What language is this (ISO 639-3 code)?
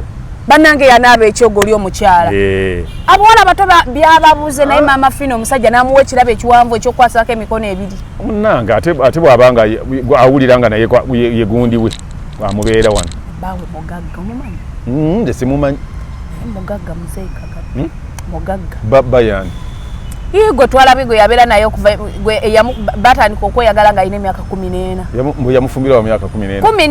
lug